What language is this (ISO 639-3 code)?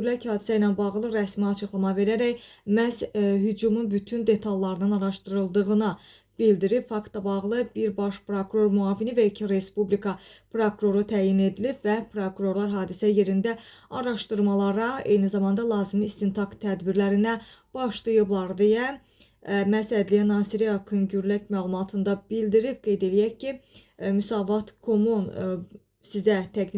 aze